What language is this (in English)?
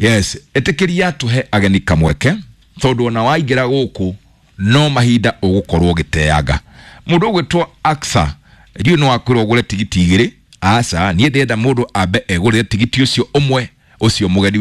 Kikuyu